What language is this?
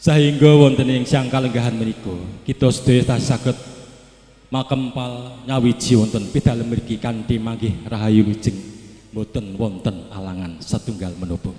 Javanese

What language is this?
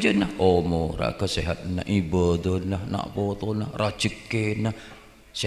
Madurese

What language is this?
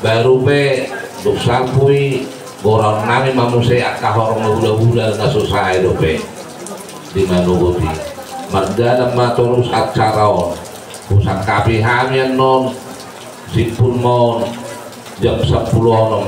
Batak Toba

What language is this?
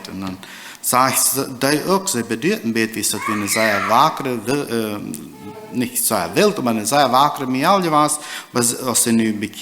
Plautdietsch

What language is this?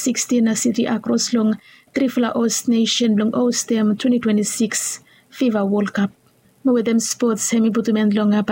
Bislama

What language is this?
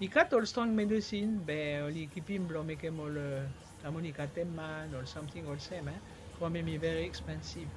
Bislama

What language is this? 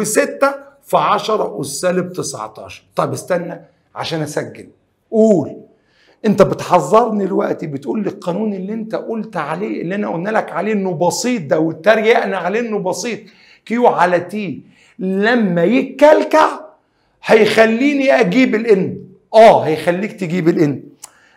Egyptian Arabic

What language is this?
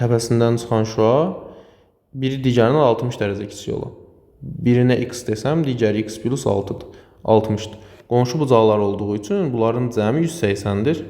Azerbaijani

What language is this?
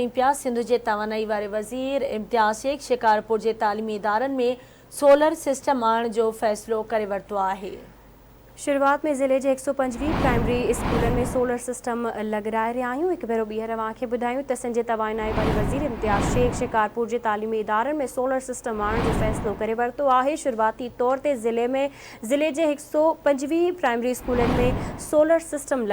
Sindhi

